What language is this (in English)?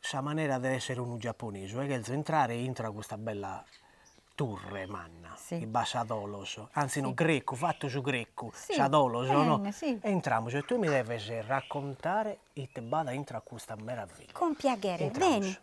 Sardinian